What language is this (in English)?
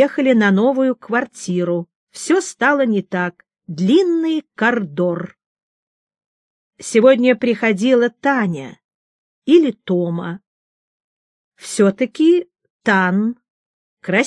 Russian